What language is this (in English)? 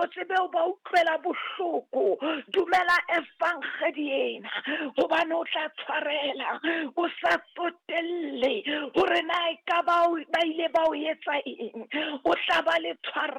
Southern Sotho